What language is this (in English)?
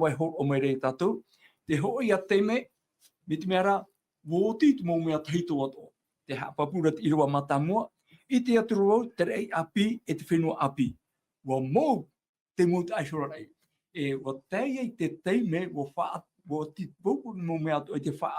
Tahitian